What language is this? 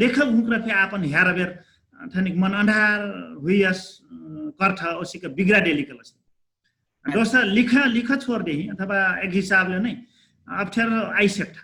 Dangaura Tharu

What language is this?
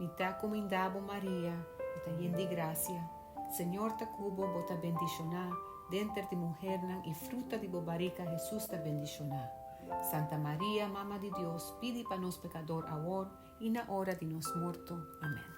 Papiamento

